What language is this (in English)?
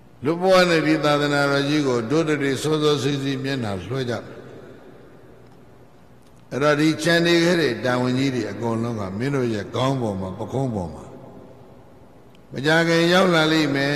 Burmese